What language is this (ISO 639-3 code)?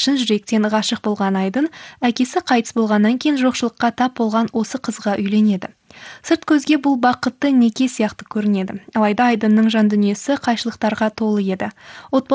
kaz